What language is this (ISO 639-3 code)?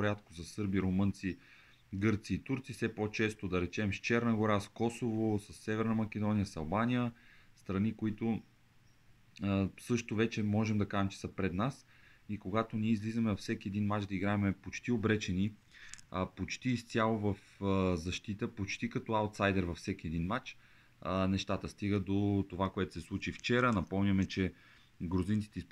bul